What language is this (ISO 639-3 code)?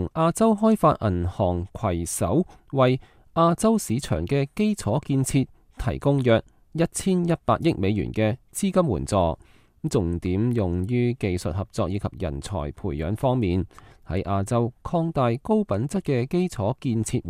yue